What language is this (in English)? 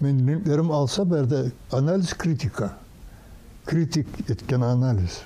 Kumyk